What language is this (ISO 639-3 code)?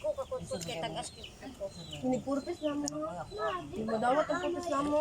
ceb